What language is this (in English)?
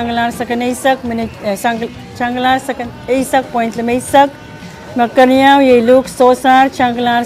Pohnpeian